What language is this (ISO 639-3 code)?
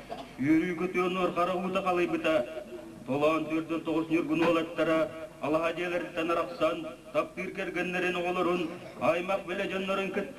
sah